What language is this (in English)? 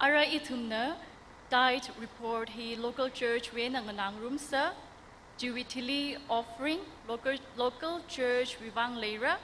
Tangkhul Naga (India)